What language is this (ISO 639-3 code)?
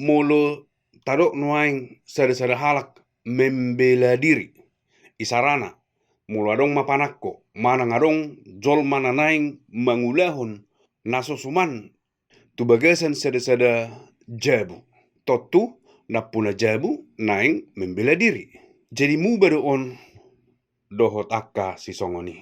bbc